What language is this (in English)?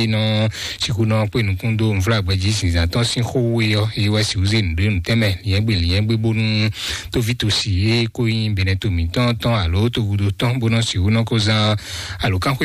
Fon